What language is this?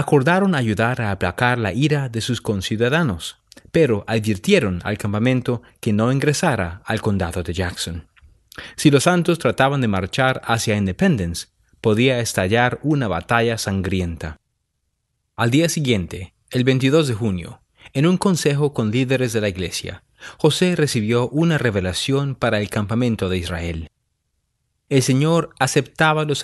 Spanish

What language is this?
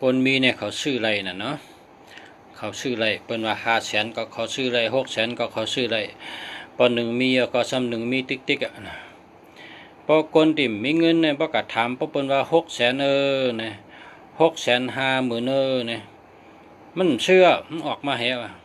Shan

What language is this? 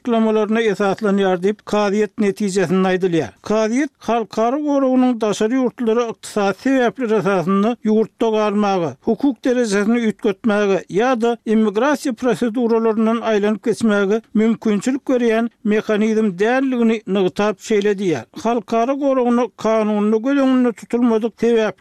Turkmen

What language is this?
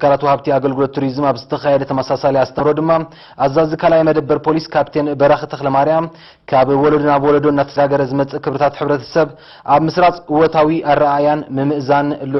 Tigrinya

